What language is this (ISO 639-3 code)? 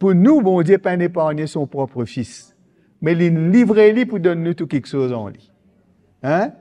mfe